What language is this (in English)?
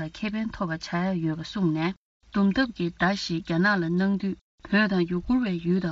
Tibetan